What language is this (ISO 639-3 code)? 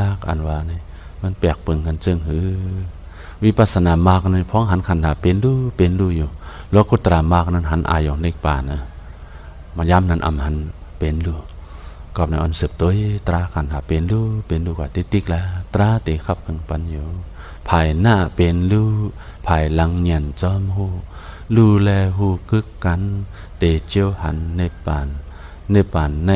shn